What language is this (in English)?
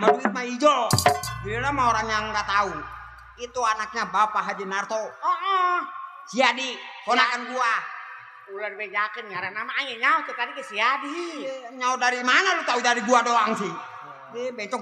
Betawi